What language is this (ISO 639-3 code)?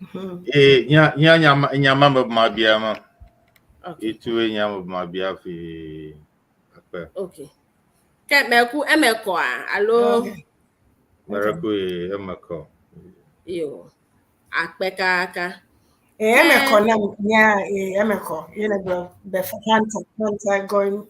ewe